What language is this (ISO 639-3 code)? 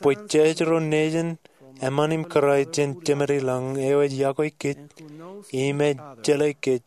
mah